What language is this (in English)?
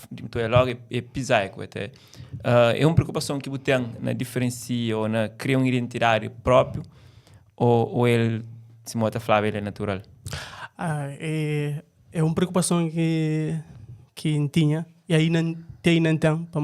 Kabuverdianu